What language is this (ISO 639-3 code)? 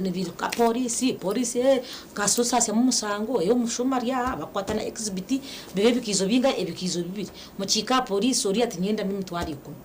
nyn